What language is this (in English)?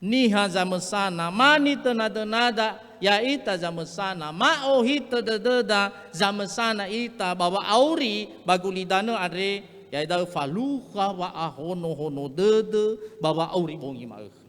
Nias